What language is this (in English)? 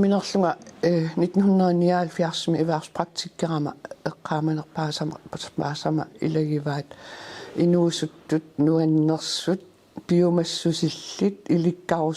Kalaallisut